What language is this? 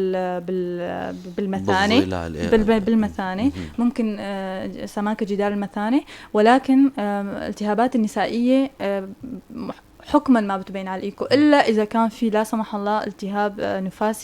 North Levantine Arabic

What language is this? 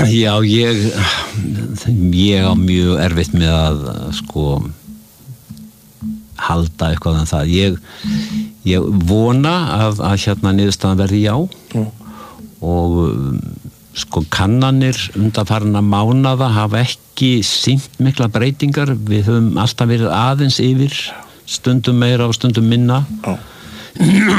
Icelandic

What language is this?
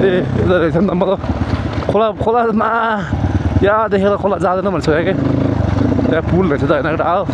Nepali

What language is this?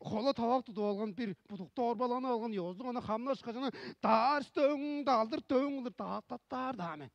Tuvinian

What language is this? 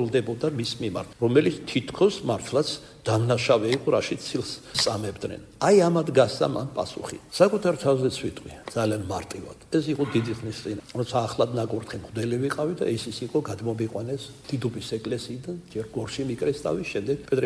Georgian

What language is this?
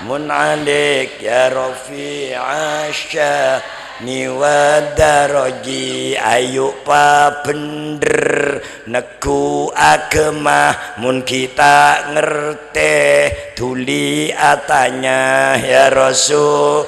Madurese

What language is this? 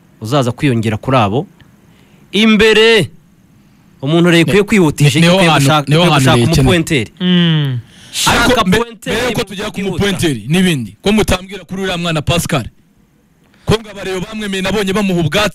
Kinyarwanda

